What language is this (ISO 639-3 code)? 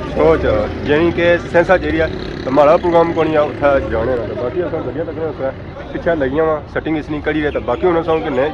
phr